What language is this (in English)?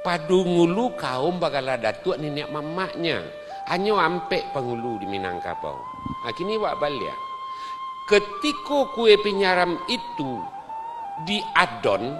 Minangkabau